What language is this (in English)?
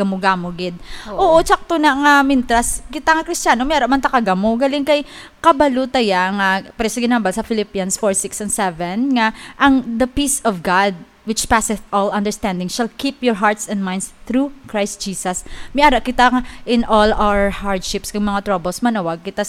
Hiligaynon